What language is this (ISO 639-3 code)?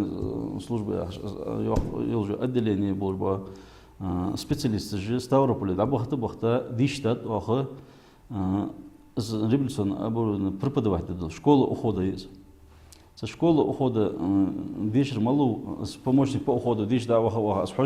inh